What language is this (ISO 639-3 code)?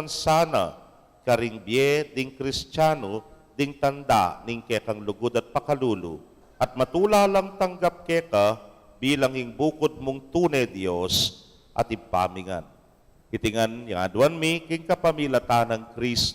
pam